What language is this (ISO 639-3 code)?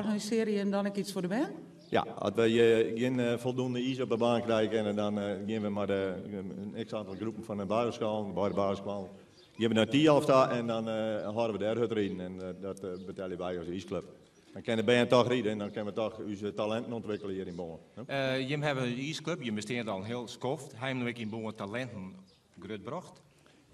fry